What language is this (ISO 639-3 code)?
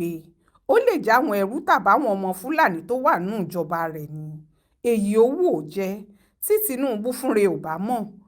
yor